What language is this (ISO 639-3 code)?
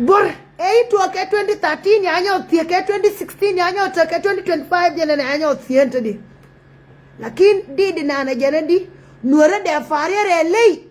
nus